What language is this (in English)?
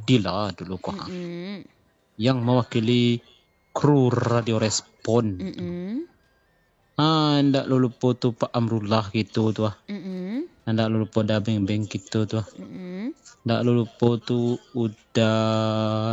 Minangkabau